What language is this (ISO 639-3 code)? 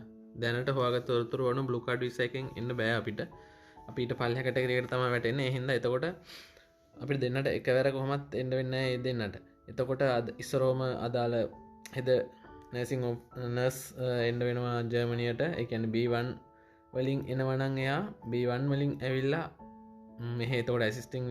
sin